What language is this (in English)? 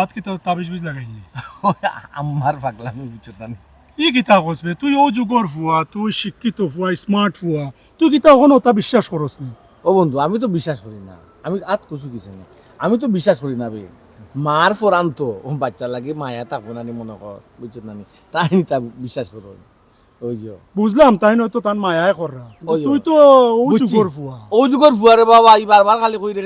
Sylheti